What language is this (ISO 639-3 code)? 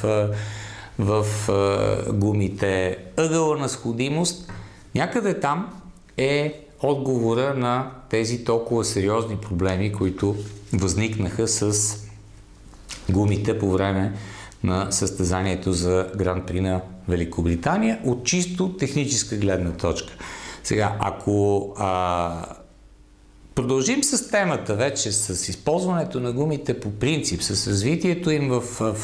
bul